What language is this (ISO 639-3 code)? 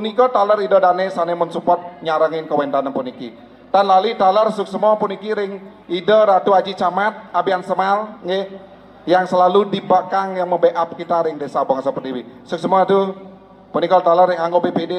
ban